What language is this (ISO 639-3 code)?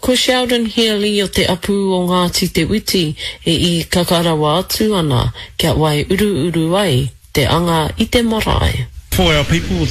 mri